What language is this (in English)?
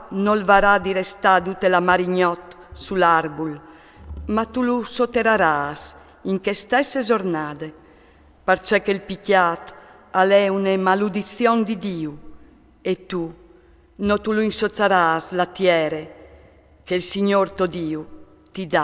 Friulian